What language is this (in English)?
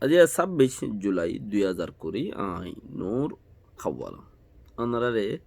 Rohingya